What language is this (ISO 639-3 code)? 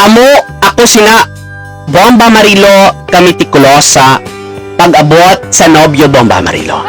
hil